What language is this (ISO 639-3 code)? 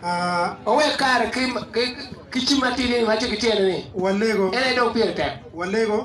ach